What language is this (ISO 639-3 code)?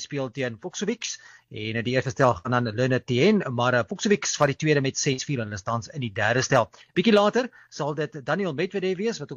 afr